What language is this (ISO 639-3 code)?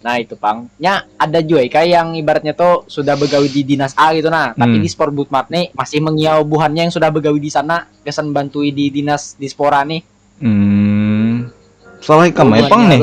bjn